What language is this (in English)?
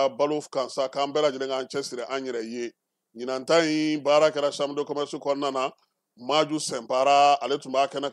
Bambara